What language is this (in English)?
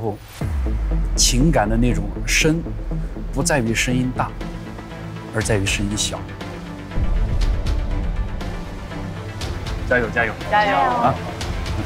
Chinese